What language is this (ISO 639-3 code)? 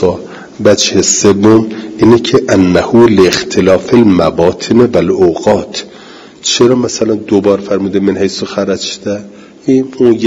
fas